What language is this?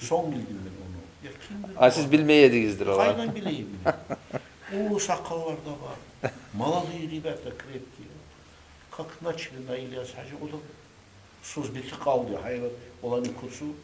Kumyk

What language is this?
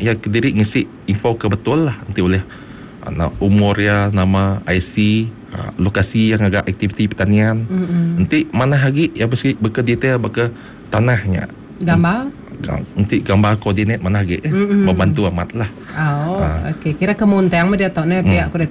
Malay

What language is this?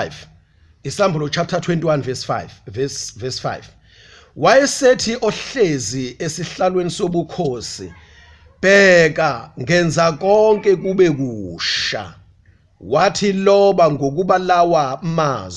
Zulu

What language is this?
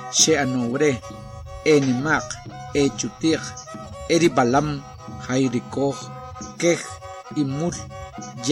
Achi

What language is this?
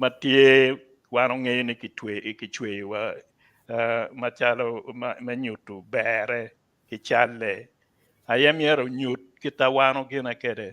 Acoli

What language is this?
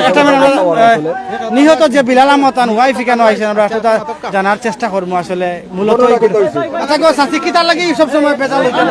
Sylheti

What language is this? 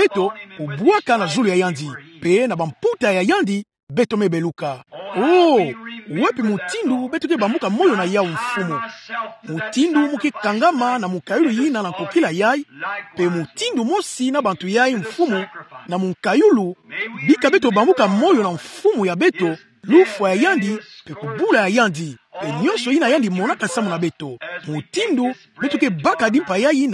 Kituba (Democratic Republic of Congo)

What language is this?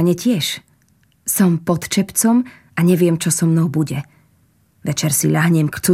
Slovak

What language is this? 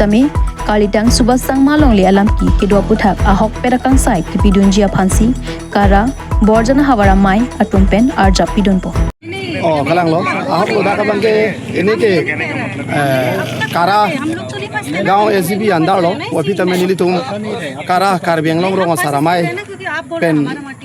Karbi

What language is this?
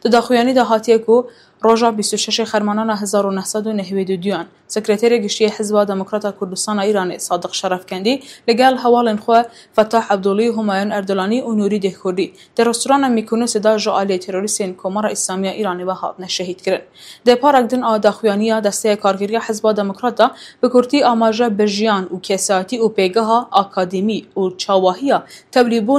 Kurdish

